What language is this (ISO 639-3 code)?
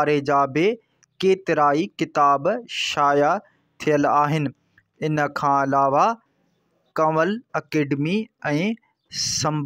snd